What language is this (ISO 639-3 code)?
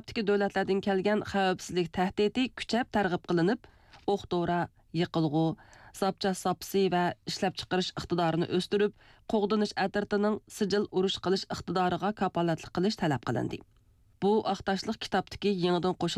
uig